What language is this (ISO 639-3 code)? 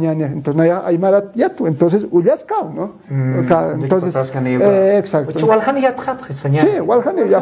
aym